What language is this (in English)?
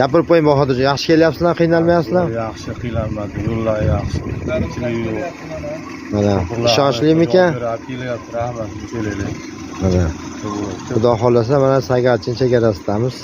Uzbek